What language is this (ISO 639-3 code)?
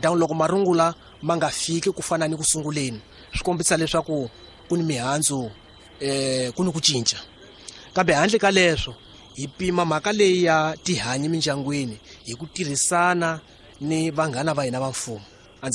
tso